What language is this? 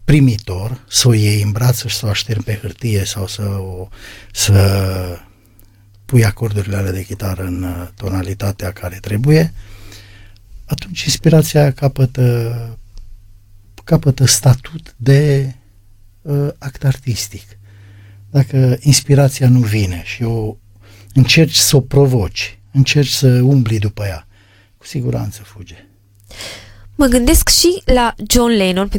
Romanian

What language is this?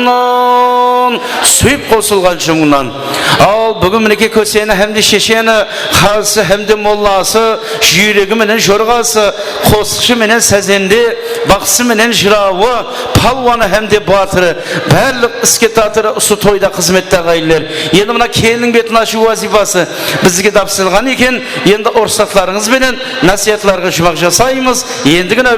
Kara-Kalpak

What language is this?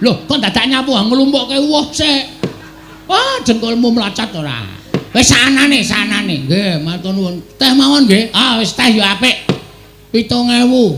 Javanese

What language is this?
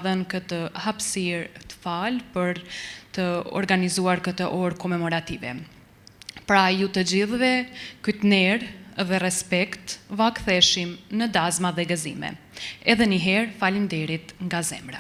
Albanian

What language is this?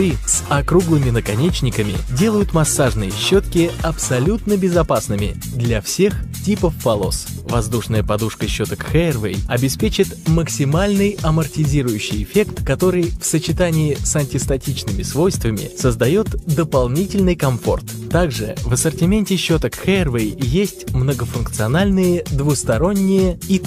Russian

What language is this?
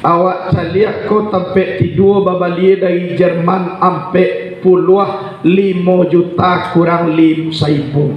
Minangkabau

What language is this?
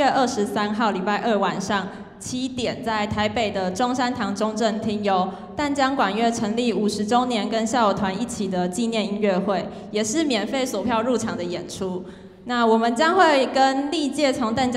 Chinese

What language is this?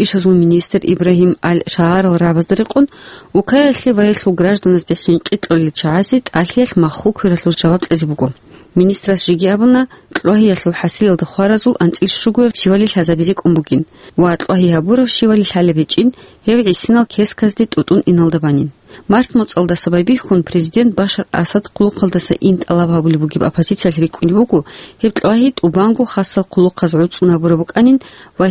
Avaric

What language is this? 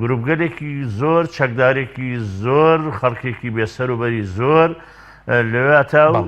Central Kurdish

